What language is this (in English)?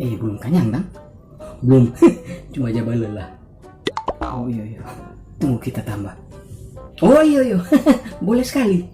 Manado Malay